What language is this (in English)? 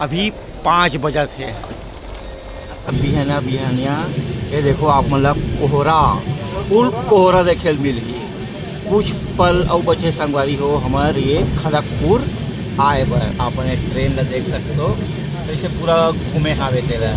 Chhattisgarhi